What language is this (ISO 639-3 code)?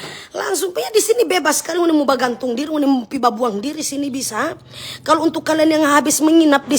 xmm